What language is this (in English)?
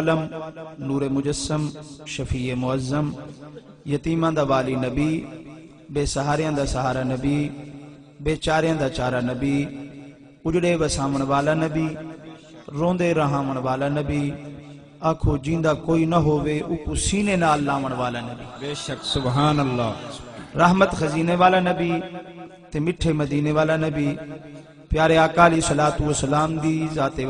Saraiki